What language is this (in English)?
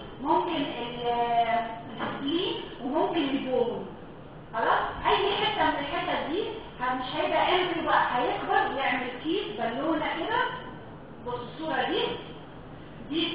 Egyptian Arabic